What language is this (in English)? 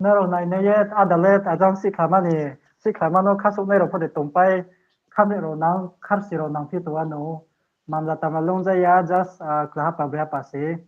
Riang (India)